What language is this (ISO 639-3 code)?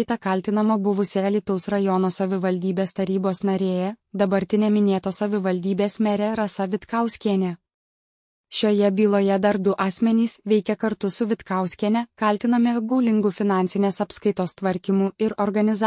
lit